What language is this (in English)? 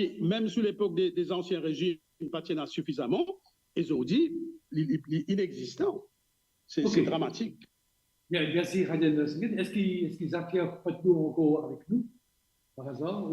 Morisyen